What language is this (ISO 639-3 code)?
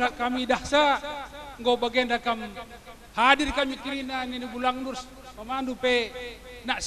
btx